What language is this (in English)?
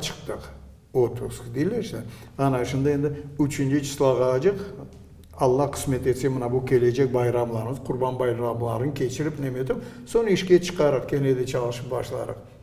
Crimean Tatar